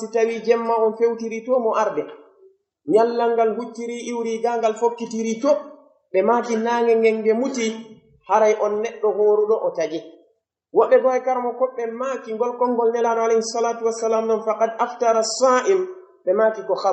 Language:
Pular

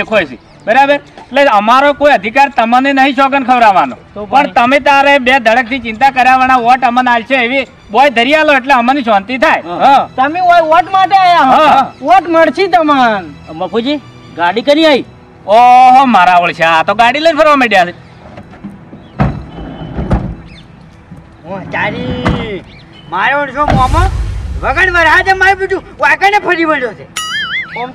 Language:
Gujarati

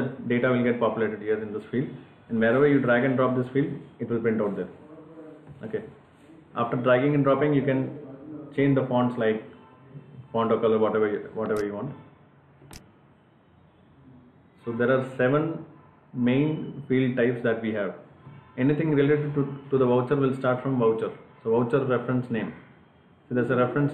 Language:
English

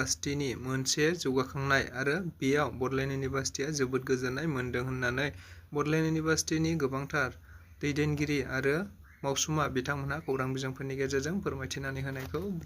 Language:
Bodo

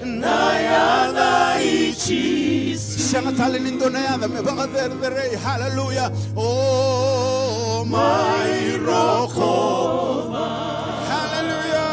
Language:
Fijian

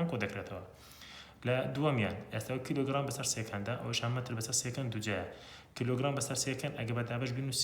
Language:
Central Kurdish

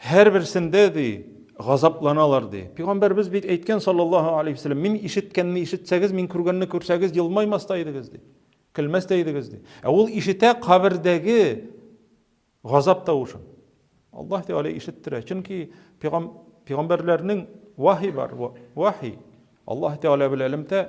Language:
Tatar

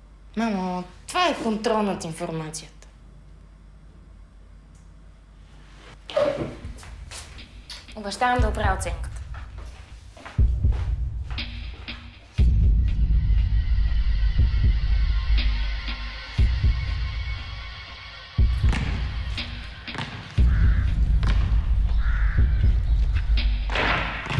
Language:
Bulgarian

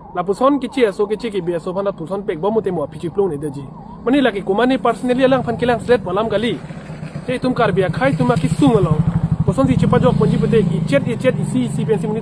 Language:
Karbi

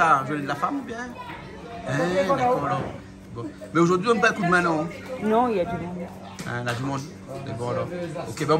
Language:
Réunion Creole French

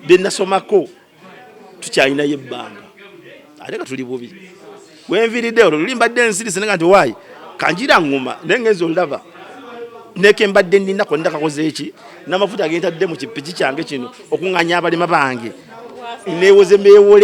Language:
Ganda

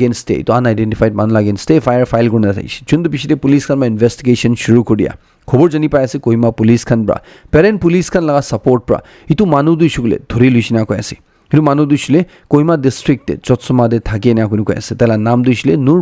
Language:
Naga Pidgin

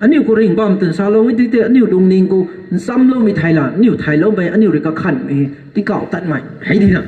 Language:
Rongmei Naga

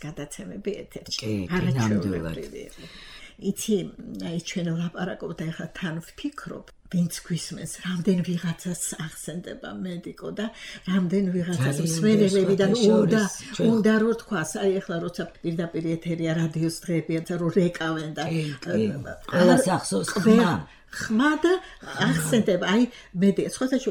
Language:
Georgian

